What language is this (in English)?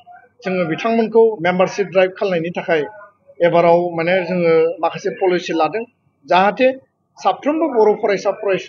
Bodo